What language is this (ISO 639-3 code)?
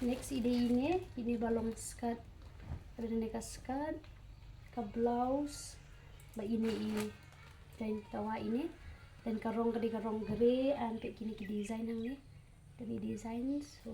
kha